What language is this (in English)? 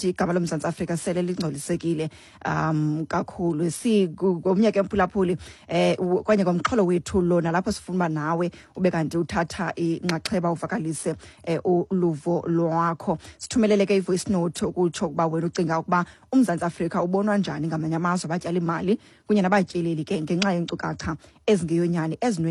Xhosa